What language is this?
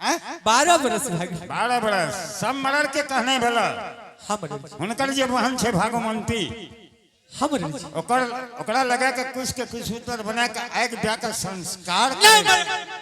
Angika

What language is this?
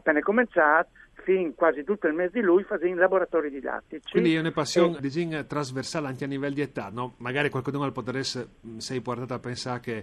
Friulian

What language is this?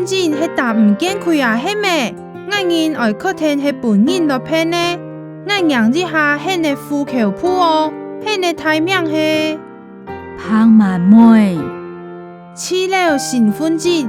Hakka Chinese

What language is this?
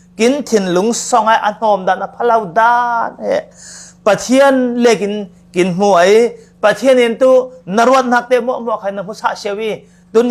Falam Chin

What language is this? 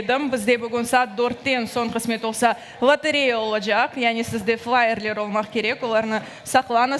Crimean Tatar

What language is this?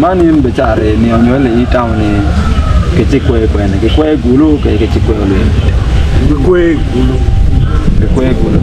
Acoli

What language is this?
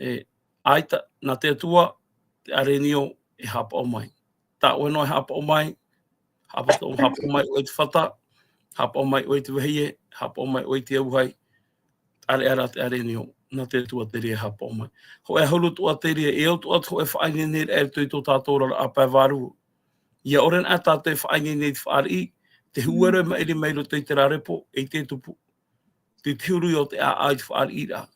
Tahitian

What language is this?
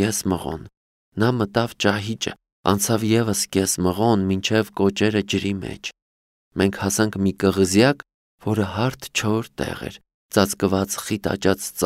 Armenian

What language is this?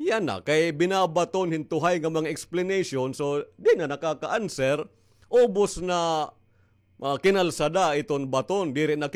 Waray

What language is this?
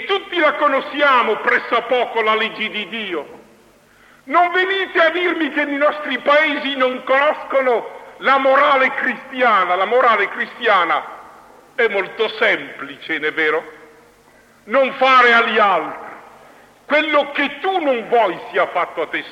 Italian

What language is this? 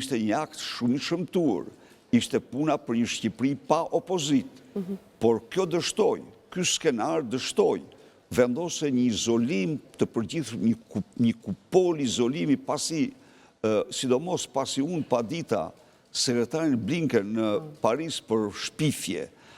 Albanian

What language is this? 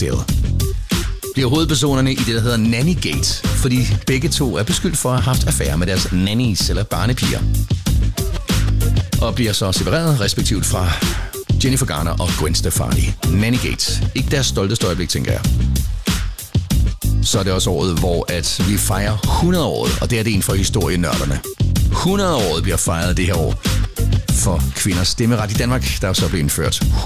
Danish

